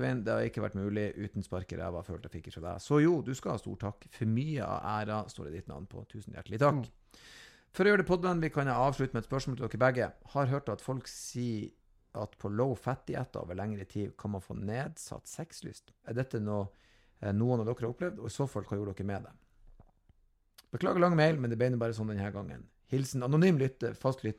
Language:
Norwegian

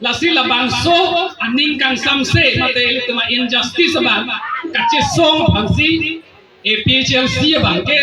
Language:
Karbi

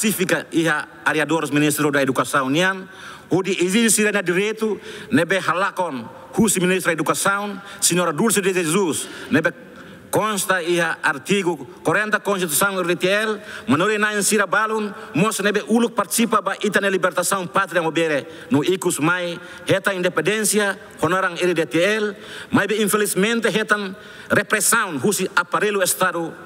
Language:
Tetum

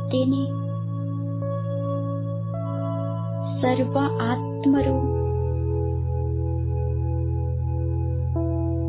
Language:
Kannada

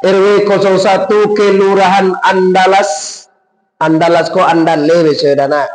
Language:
Minangkabau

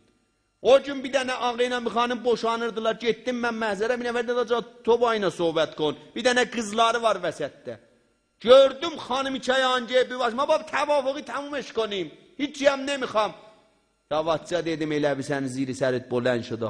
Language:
South Azerbaijani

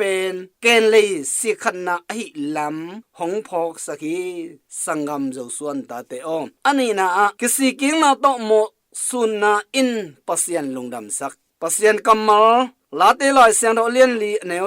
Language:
Tedim Chin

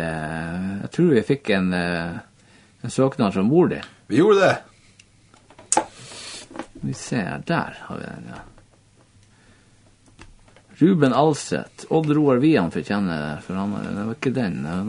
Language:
Norwegian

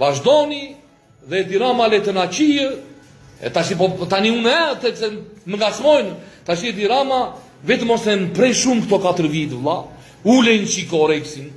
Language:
Albanian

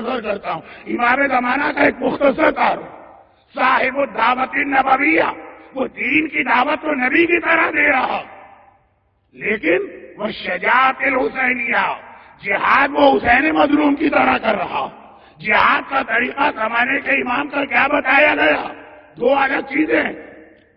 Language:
Urdu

